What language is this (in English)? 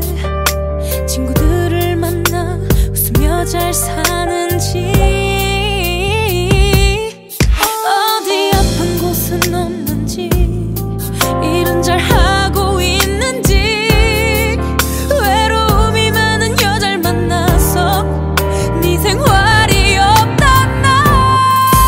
Korean